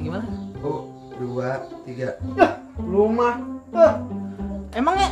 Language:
Betawi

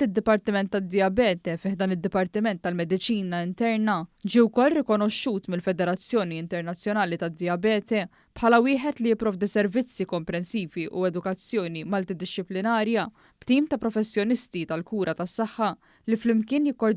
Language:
Maltese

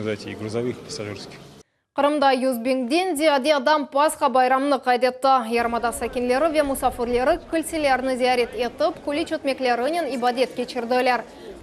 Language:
Crimean Tatar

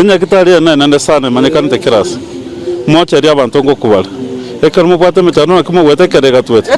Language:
Gusii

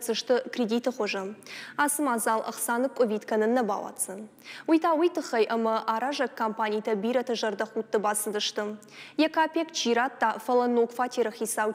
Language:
Ossetic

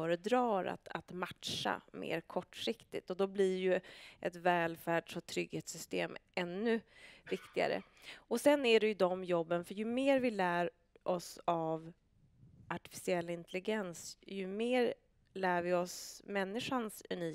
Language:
Swedish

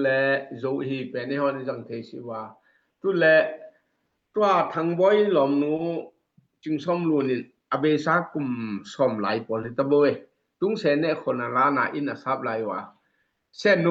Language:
Tedim Chin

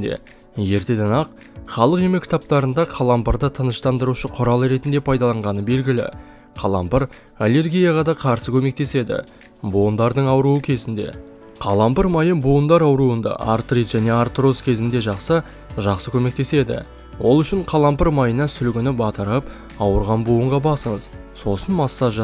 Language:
Kazakh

